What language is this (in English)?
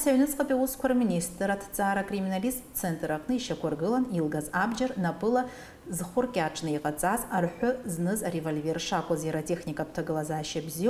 Abkhazian